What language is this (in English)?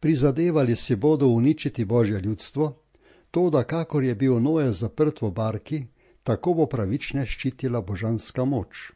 Slovenian